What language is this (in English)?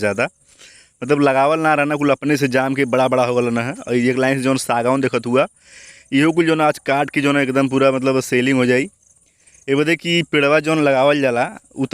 Bhojpuri